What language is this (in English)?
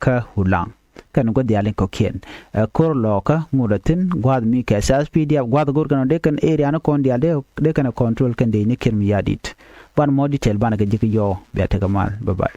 Nuer